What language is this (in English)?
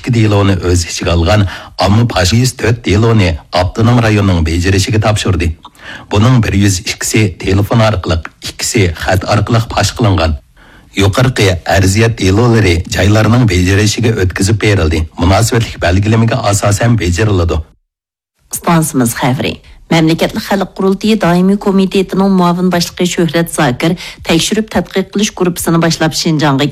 Uyghur